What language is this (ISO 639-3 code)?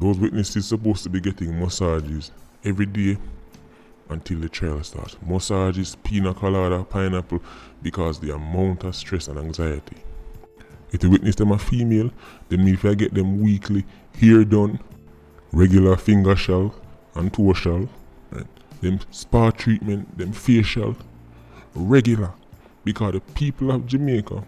jam